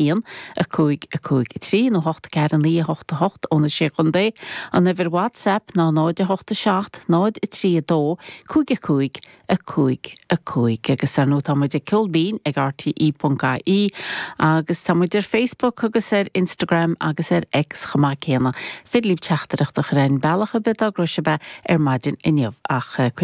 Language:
Irish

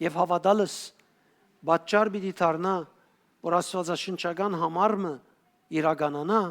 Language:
Western Armenian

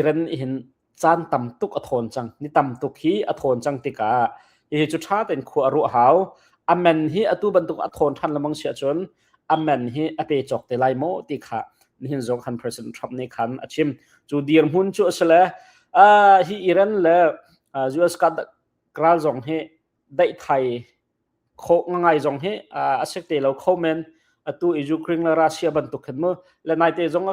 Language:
Hakha Chin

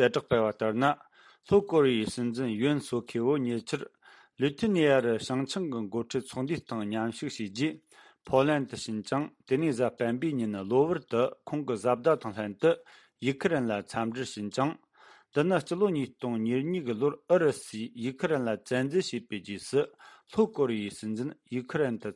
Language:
Tibetan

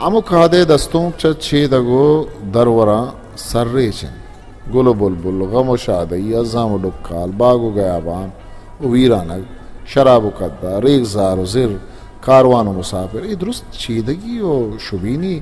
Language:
Eastern Balochi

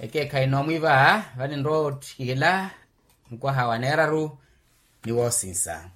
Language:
Makhuwa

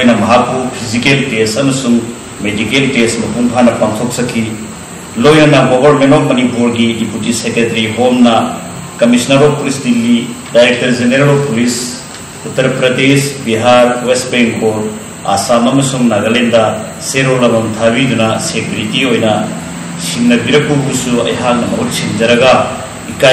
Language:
Manipuri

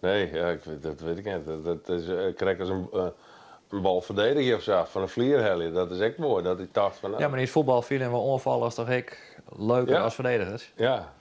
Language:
Western Frisian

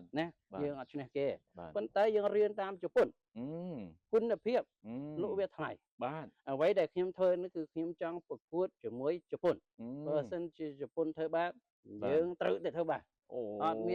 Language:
Khmer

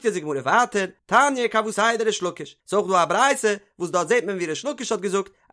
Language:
Yiddish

